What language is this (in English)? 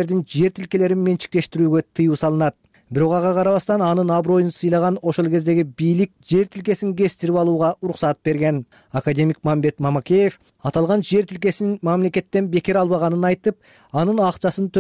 Kyrgyz